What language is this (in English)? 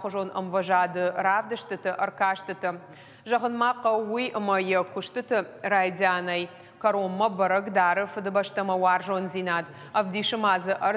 Ossetic